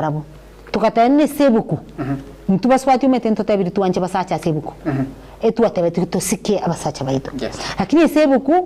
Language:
Gusii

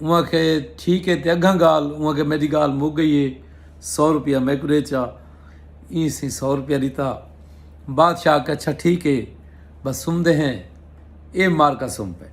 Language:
Saraiki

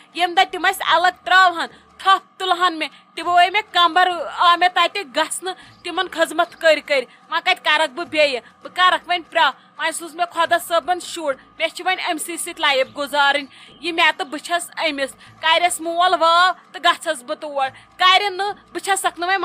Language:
Kashmiri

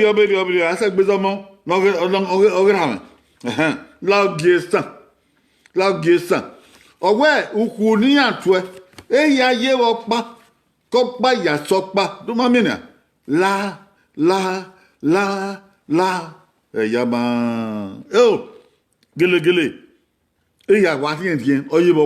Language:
Bini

